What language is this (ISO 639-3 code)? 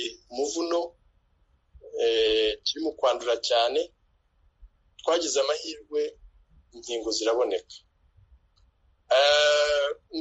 kin